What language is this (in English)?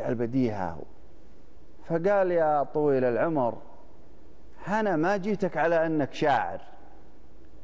Gulf Arabic